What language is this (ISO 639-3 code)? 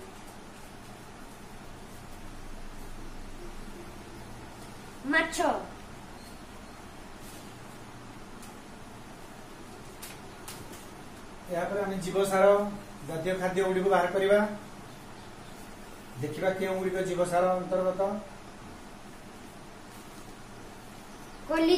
ori